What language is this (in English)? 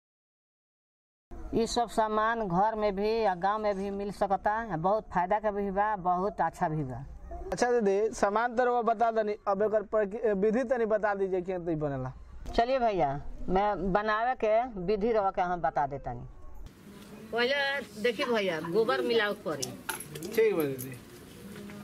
Bhojpuri